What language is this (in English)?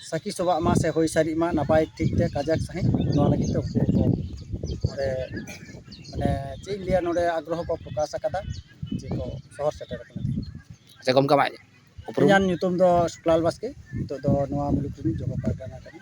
Santali